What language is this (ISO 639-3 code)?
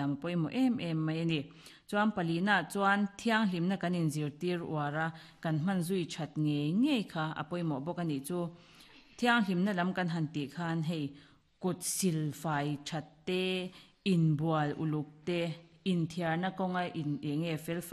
lus